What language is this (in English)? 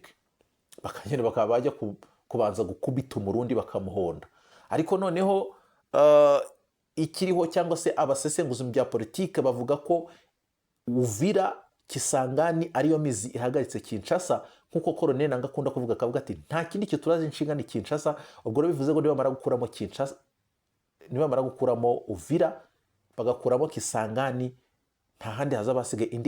Kinyarwanda